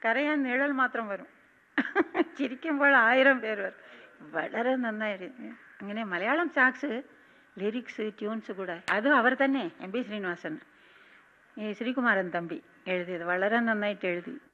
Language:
Malayalam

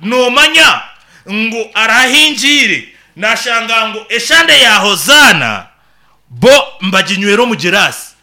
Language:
Nyankole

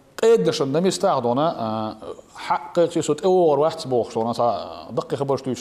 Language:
Chechen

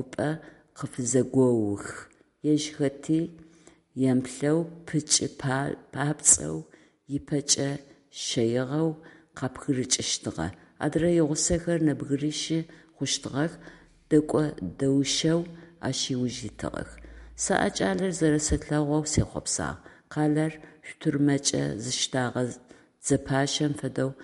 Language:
Adyghe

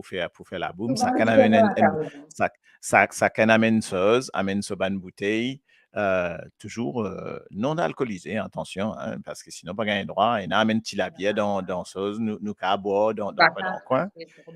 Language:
Morisyen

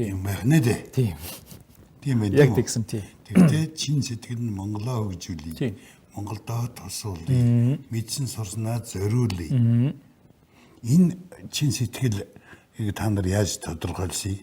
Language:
Mongolian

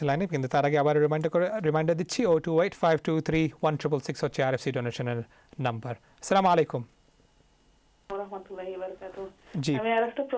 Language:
Bangla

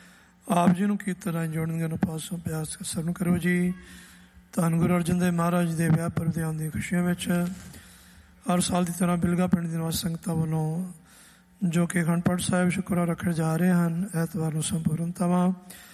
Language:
Punjabi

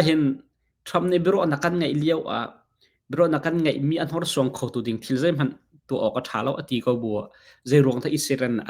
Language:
Hakha Chin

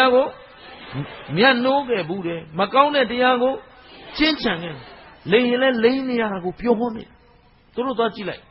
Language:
Burmese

